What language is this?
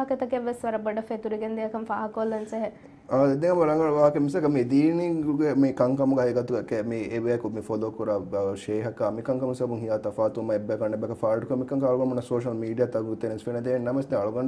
Divehi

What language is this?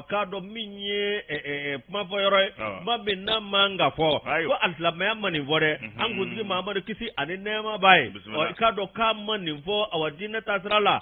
Bambara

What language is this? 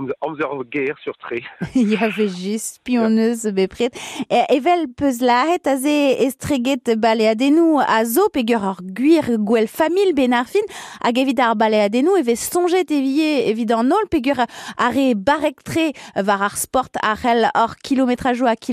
Breton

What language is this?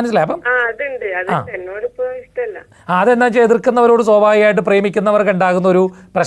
Malayalam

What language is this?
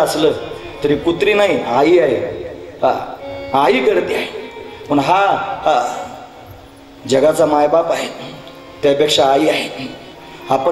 Marathi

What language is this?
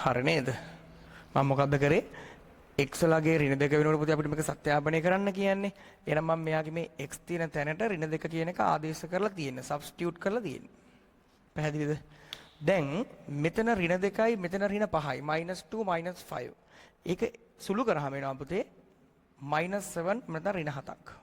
Sinhala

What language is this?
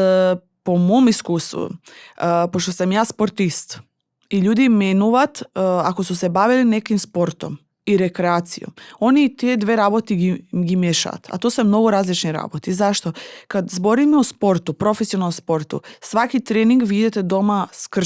Macedonian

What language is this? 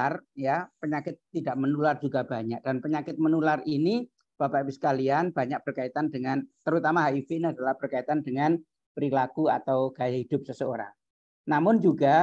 Indonesian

